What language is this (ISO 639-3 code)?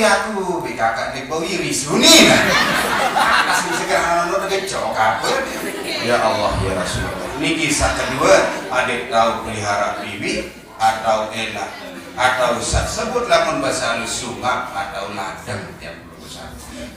sas